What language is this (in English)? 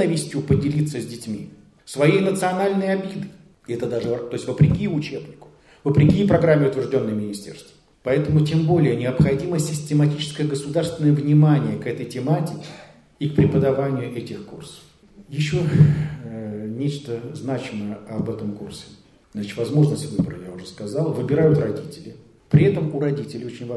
Russian